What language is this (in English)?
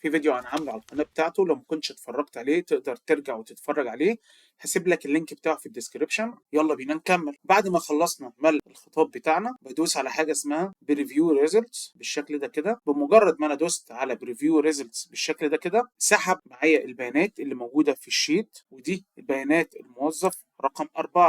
Egyptian Arabic